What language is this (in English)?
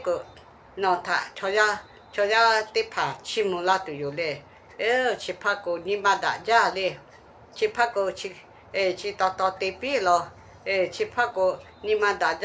Lahu